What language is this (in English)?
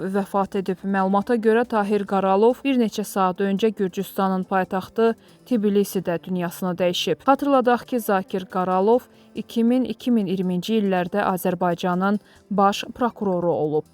Azerbaijani